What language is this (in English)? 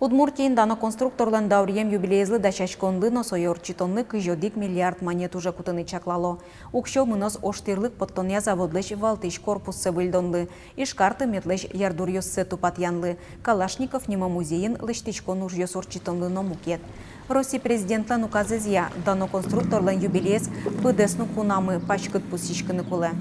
Udmurt